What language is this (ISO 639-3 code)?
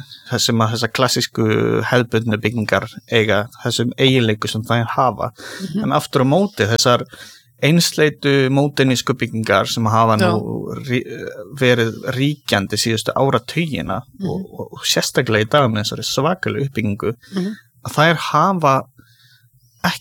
isl